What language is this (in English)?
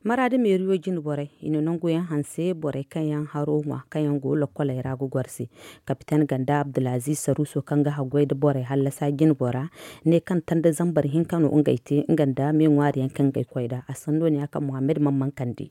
Zarma